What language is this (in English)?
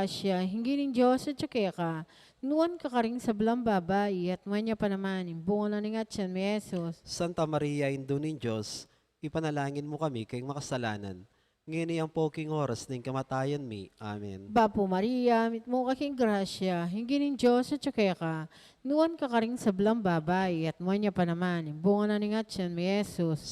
Pampanga